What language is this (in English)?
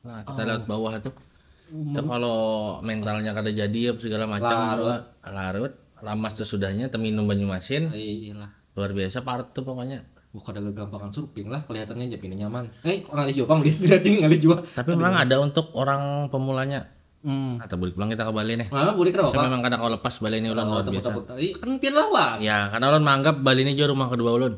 Banjar